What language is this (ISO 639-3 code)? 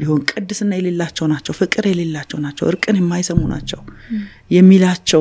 amh